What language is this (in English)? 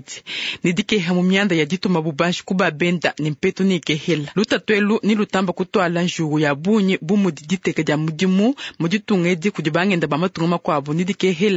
Luba-Lulua